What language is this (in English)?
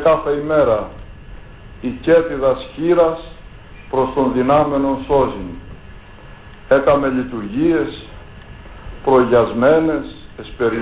Greek